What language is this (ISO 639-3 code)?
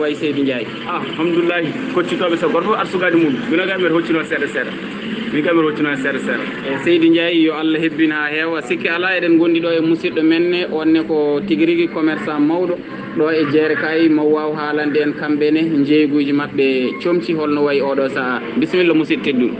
ful